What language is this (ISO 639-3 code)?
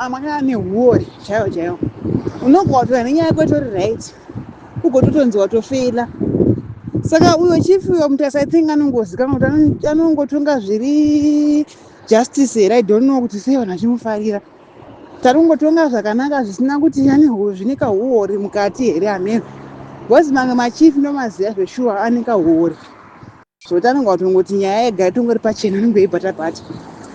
sna